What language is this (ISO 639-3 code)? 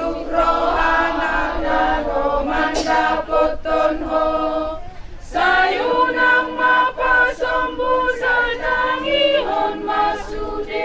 bbc